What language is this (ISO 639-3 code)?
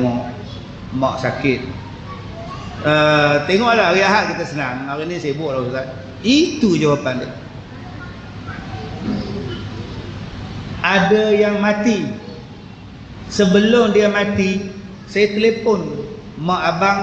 msa